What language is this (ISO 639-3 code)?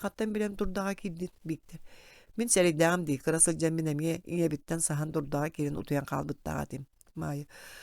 sah